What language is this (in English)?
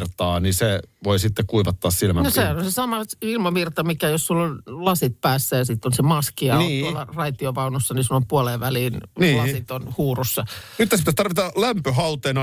Finnish